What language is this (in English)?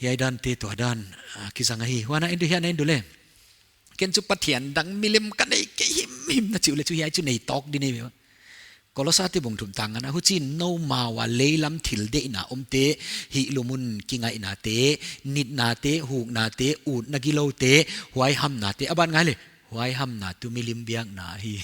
Paite Chin